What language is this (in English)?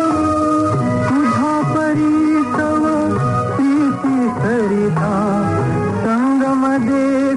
Marathi